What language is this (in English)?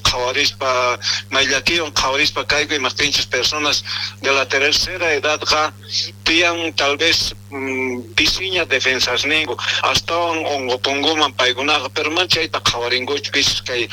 South Bolivian Quechua